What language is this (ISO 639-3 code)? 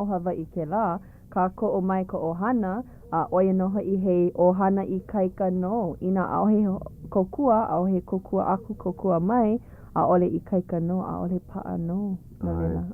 haw